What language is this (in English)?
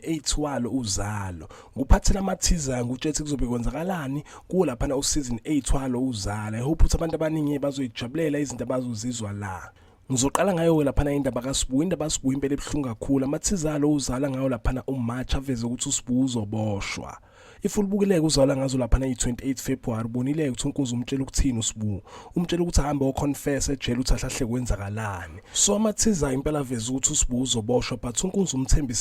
Zulu